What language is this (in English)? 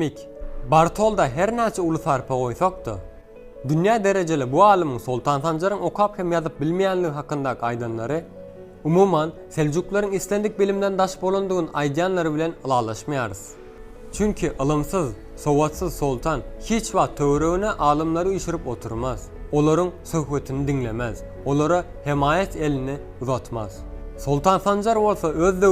Turkmen